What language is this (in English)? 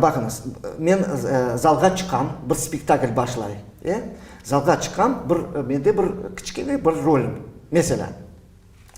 Crimean Tatar